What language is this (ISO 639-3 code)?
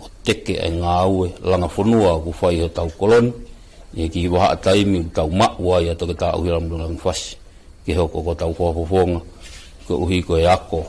ton